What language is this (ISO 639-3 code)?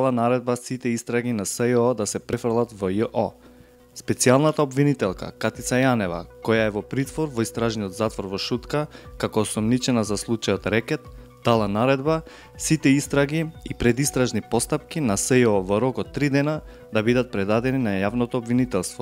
mkd